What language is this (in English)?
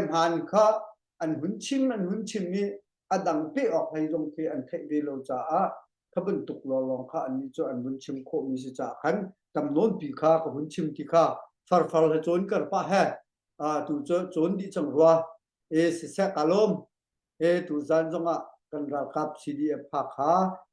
Hakha Chin